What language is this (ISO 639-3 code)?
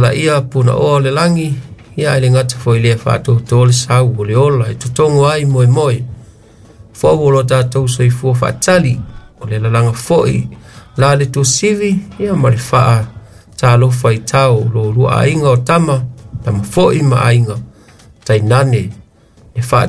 smo